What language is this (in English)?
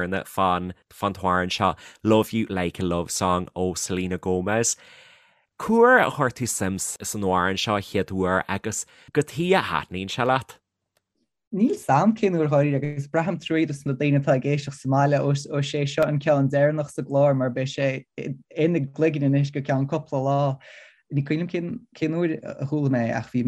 Irish